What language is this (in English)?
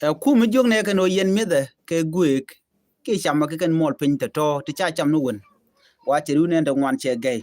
Nuer